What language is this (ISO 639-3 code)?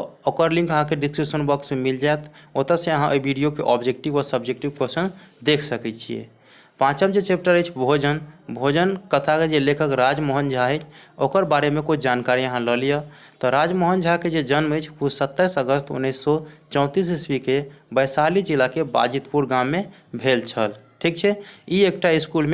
mai